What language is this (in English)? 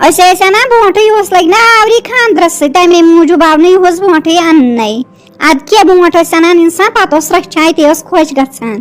Kashmiri